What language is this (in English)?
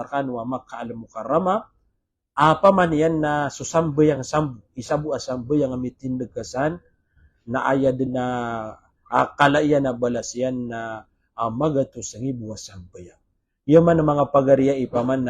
Maranao